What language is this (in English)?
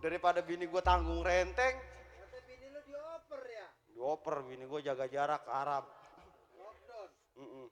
Betawi